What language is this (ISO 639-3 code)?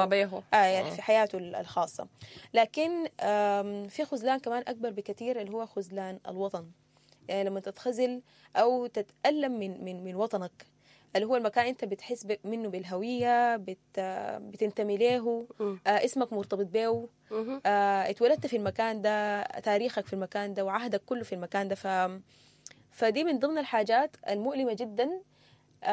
apd